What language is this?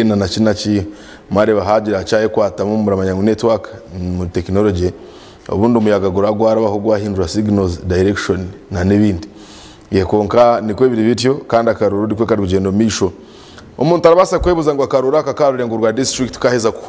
Nyankole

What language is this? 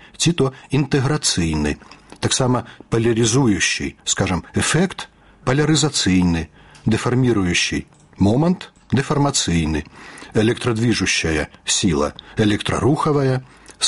Belarusian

